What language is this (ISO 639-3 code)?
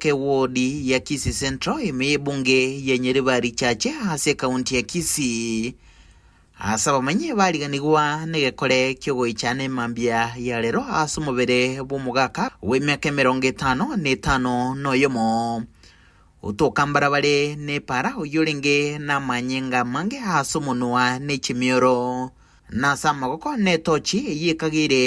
guz